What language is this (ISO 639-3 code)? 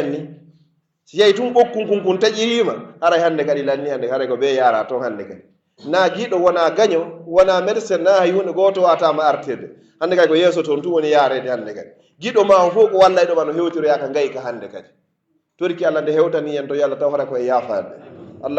fuf